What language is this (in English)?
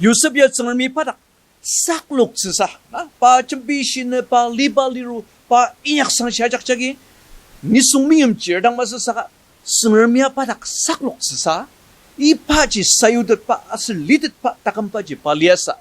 Ao Naga